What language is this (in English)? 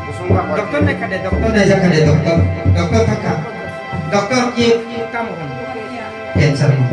Kok Borok